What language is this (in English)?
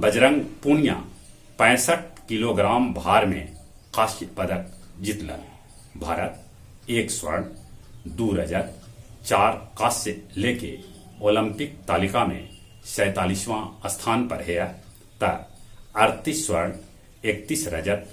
Magahi